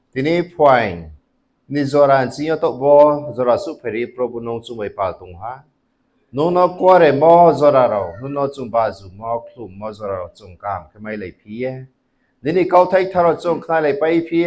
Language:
Riang (India)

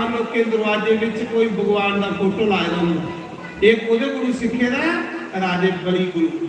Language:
Dogri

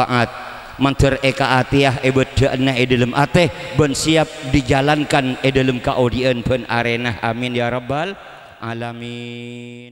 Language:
Madurese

